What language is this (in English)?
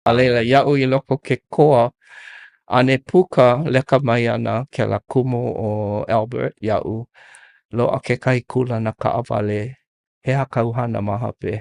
Hawaiian